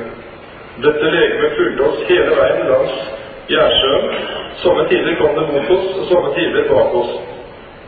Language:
Norwegian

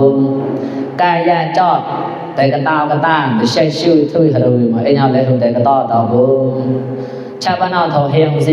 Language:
Mon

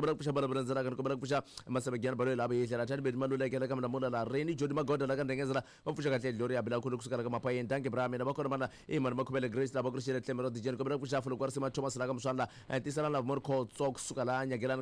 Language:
Tsonga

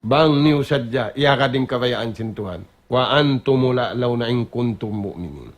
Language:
Tausug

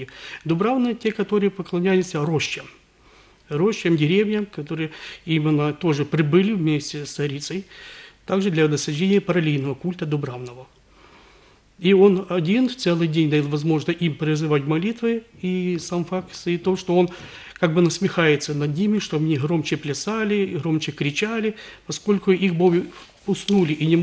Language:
Russian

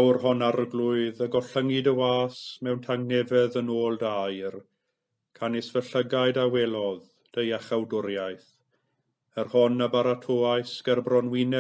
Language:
Welsh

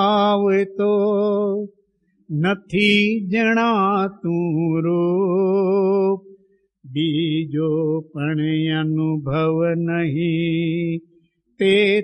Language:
Gujarati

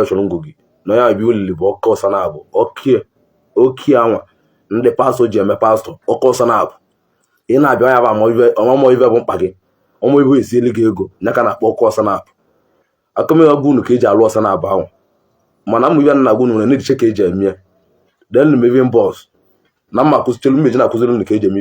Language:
Igbo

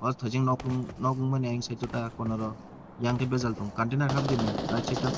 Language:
Kok Borok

